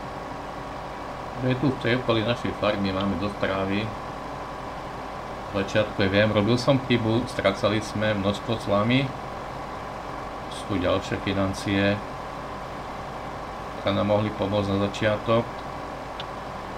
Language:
Slovak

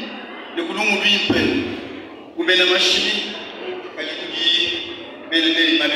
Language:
Luba-Lulua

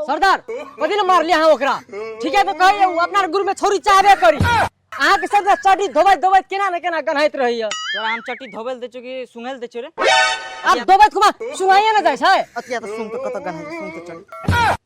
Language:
Maithili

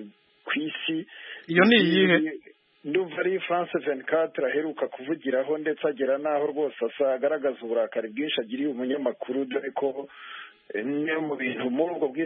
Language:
Kinyarwanda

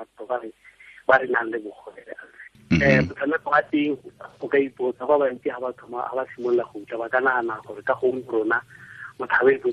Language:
Tswana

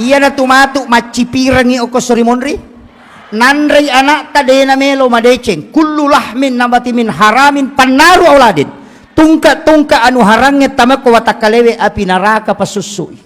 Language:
Buginese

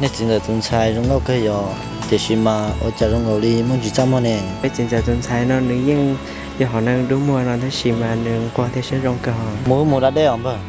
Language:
Hmong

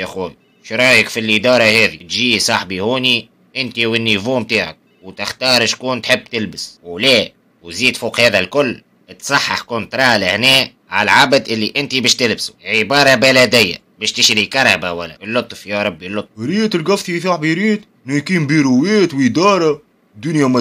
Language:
Tunisian Arabic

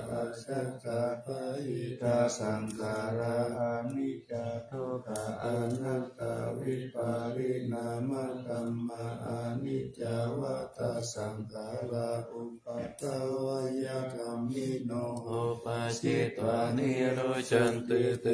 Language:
Pali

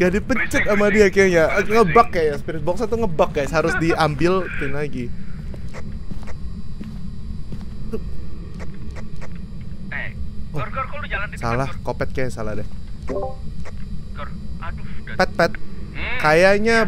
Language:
Indonesian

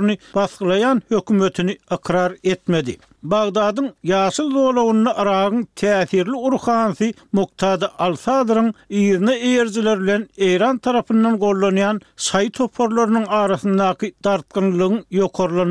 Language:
Turkmen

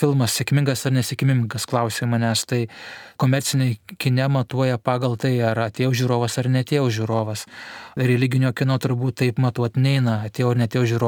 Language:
Lithuanian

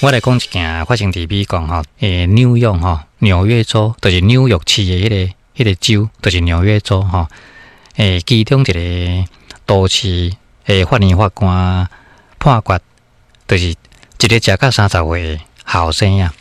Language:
Min Nan Chinese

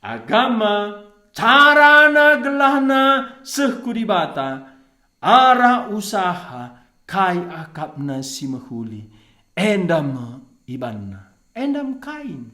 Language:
Batak Karo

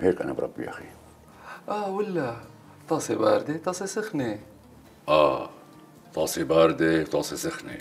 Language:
North Levantine Arabic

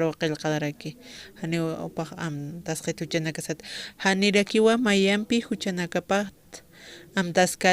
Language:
Aymara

